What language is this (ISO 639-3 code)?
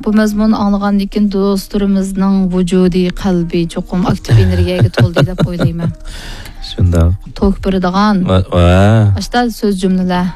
uig